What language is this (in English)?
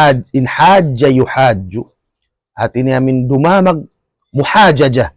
Tausug